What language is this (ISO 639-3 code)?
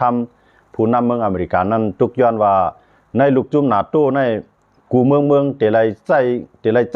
shn